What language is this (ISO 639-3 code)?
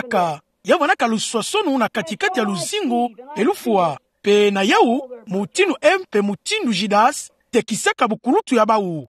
ktu